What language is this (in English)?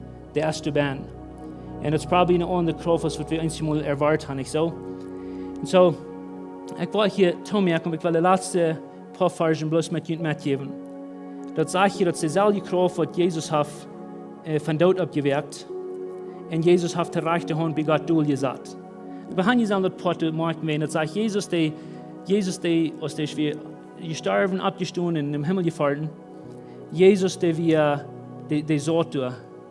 Plautdietsch